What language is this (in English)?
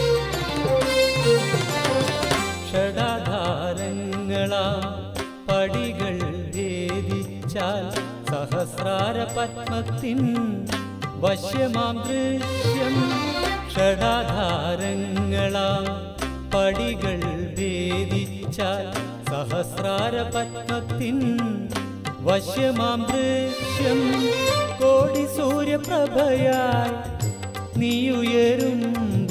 Malayalam